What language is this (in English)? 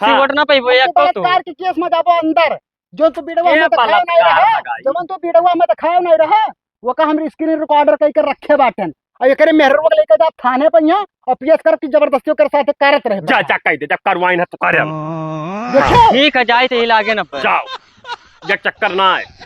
Awadhi